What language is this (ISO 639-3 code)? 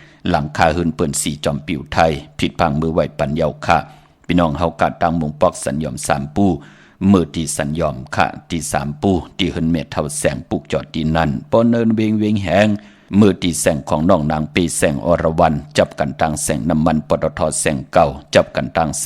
shn